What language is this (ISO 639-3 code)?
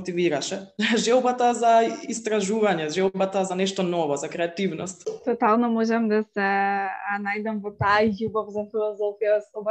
mkd